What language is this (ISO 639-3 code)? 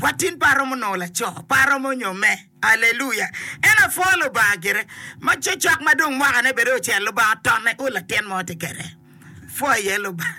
ach